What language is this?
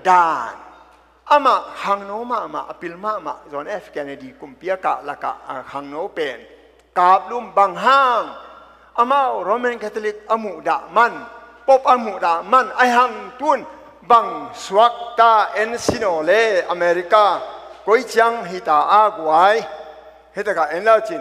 Tedim Chin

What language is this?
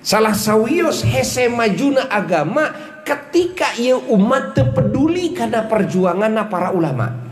Sundanese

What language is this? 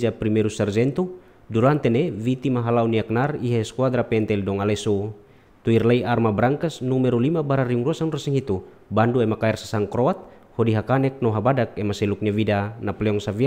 Tetum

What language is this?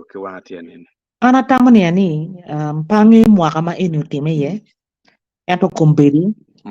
Acoli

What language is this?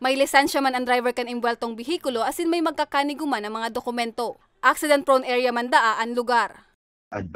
Bikol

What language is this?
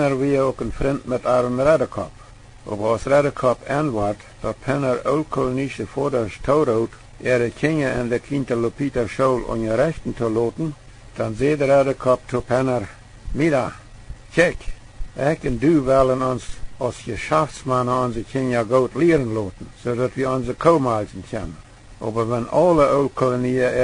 Plautdietsch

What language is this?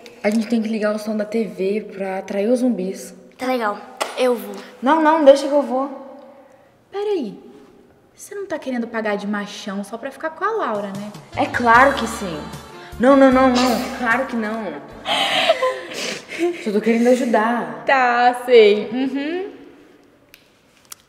Portuguese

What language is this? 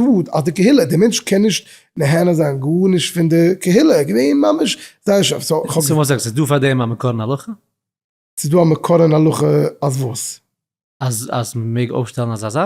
Yiddish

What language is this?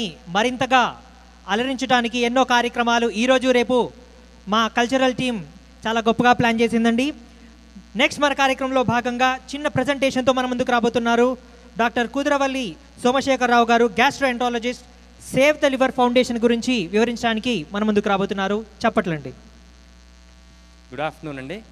Telugu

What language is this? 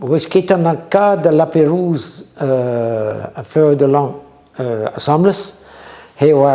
Breton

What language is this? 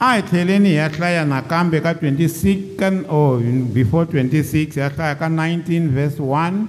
Tsonga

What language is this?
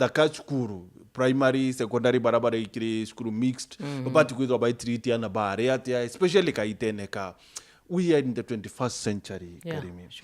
Meru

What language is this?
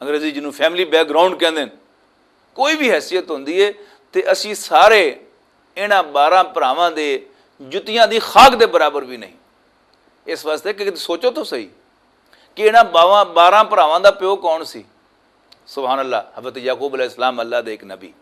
Western Panjabi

